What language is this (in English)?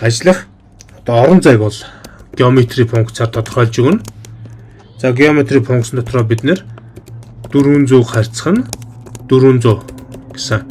Mongolian